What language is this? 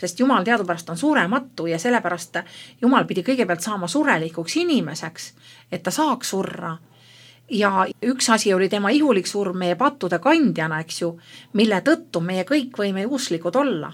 Estonian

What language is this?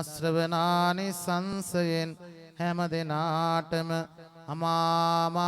Sinhala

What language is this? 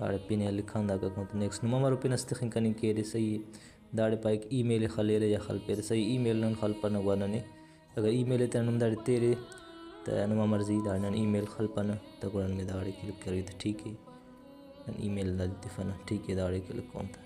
Brahui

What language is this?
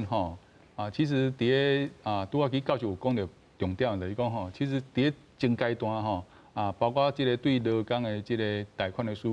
Min Nan Chinese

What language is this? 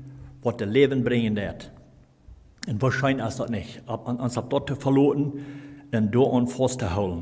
Plautdietsch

